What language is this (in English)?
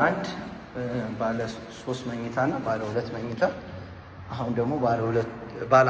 Amharic